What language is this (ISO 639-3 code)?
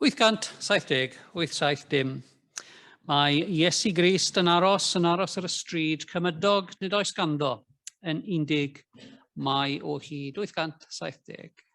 cym